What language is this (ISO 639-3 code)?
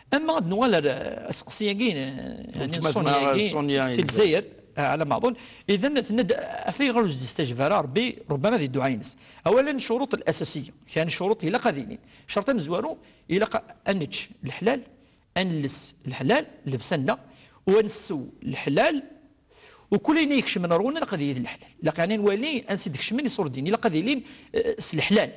kab